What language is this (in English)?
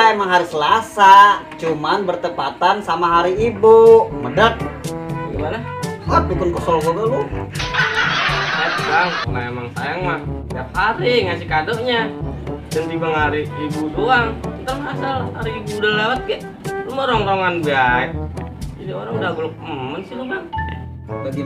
Betawi